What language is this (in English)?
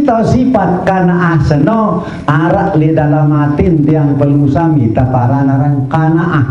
Sasak